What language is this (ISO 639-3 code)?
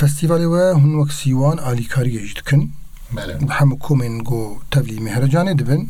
kur